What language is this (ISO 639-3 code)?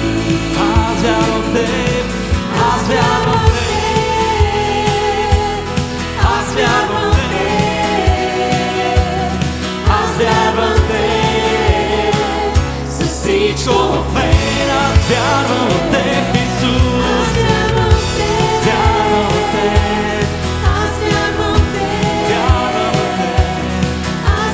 bul